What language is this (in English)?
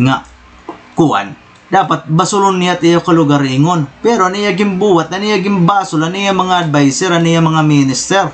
Waray